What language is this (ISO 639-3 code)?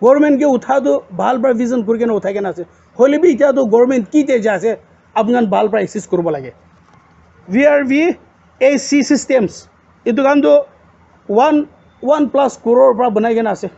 nag